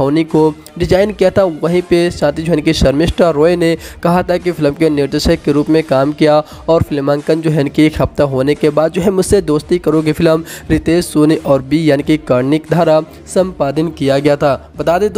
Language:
Hindi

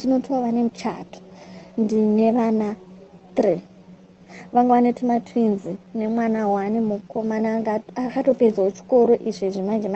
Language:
Shona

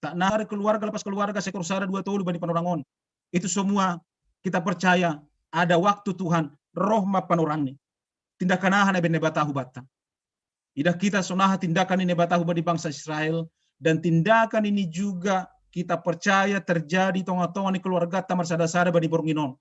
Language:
Batak Simalungun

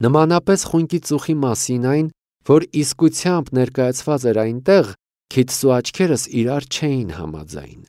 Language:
Armenian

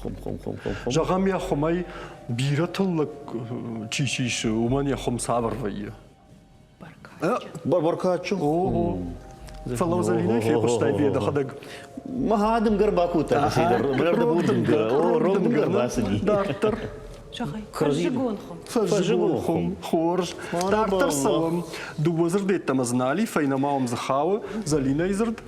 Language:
Ossetic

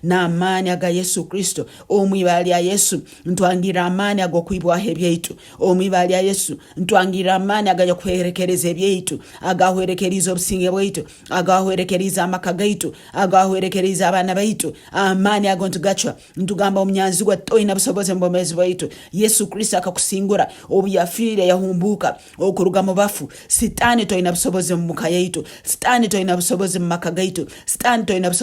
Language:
Tooro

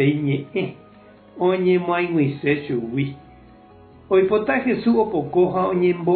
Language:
Guarani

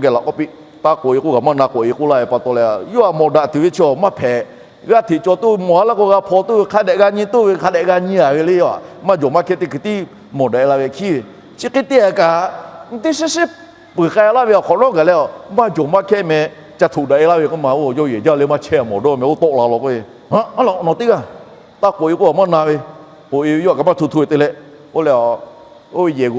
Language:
Lahu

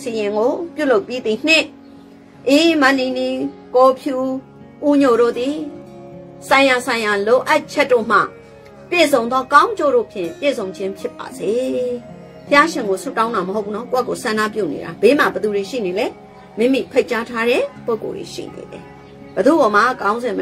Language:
Burmese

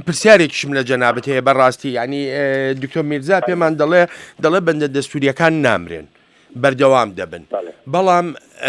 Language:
Central Kurdish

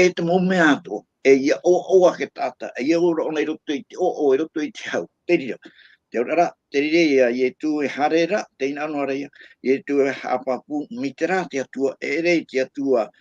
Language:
Tahitian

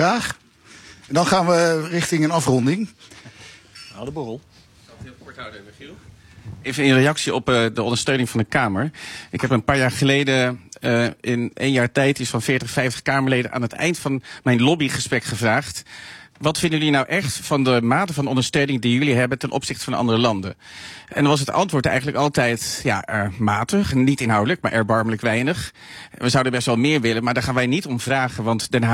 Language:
Dutch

